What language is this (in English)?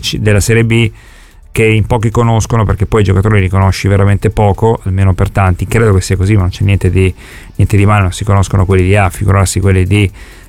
Italian